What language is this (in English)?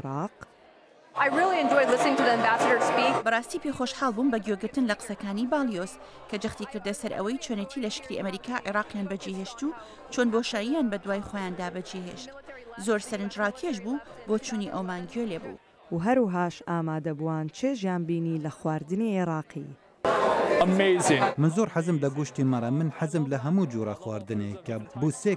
Central Kurdish